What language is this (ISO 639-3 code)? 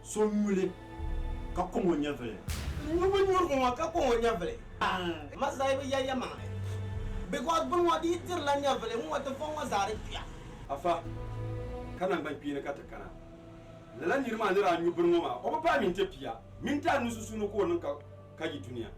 dag